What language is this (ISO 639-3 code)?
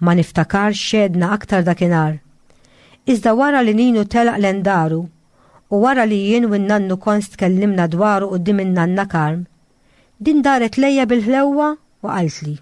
mlt